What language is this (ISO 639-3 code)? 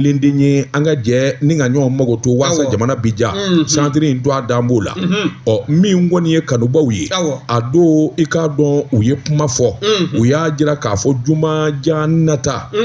bam